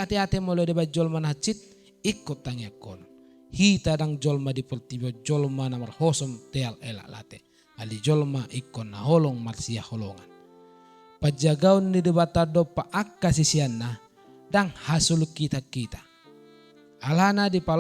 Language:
Batak Toba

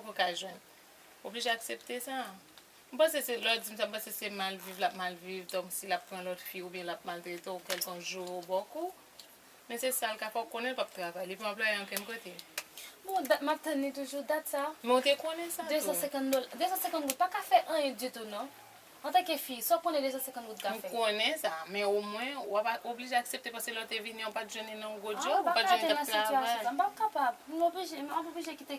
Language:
Haitian Creole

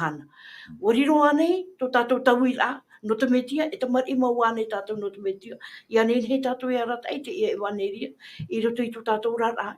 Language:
Tahitian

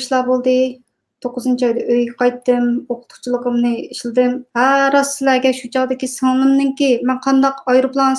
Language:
Uyghur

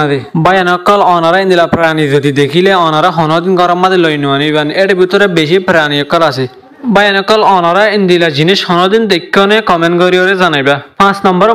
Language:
Rohingya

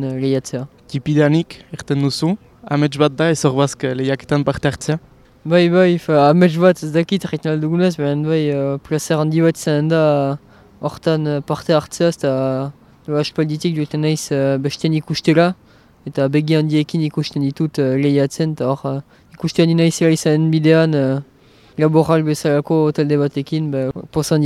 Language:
Basque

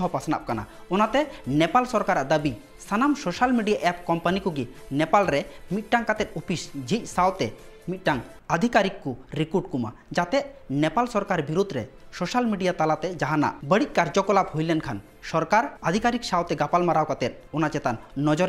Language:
Santali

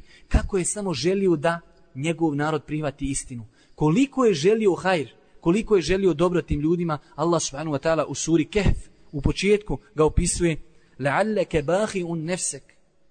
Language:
Bosnian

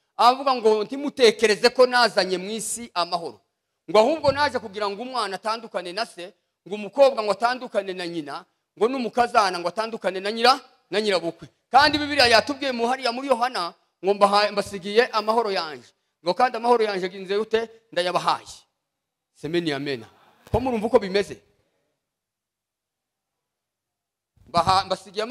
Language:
Kinyarwanda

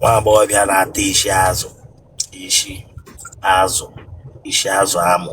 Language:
Igbo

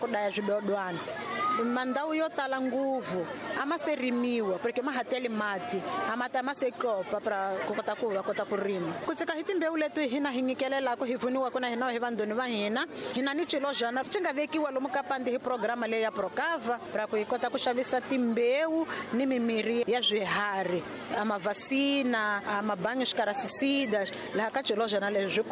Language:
Tsonga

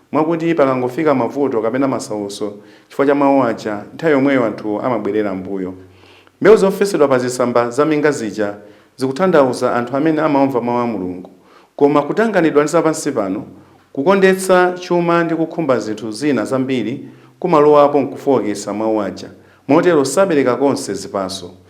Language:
Nyanja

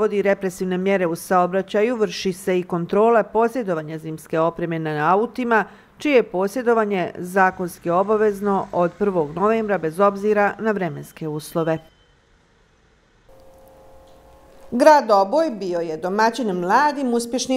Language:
Bosnian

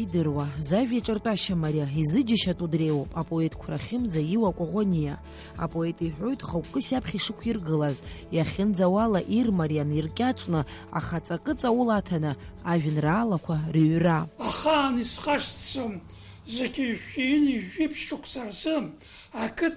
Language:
Abkhazian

